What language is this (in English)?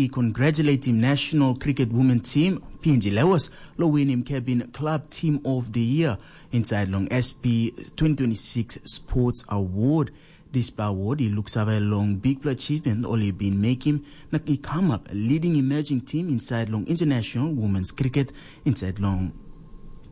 Tok Pisin